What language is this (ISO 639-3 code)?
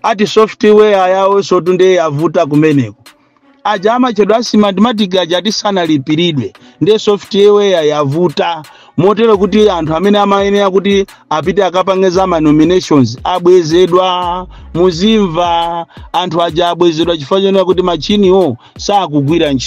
nya